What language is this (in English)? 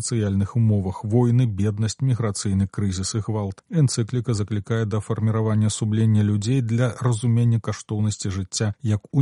Belarusian